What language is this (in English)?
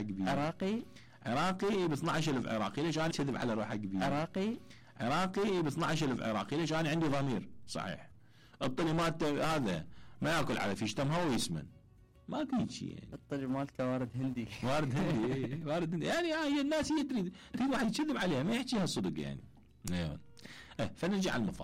Mesopotamian Arabic